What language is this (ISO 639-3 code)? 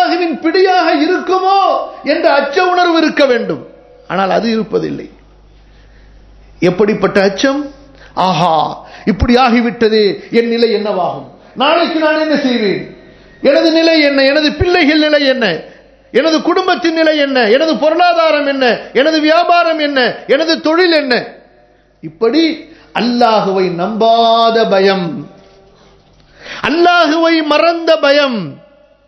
tam